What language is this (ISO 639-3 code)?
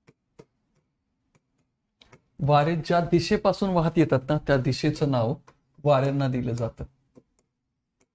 mar